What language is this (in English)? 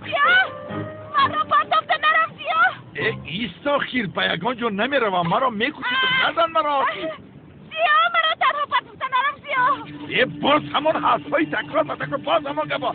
Tajik